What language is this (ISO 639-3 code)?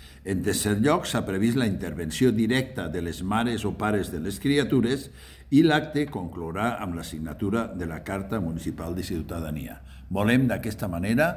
cat